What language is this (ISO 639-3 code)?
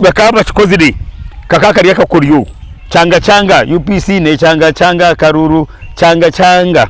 nyn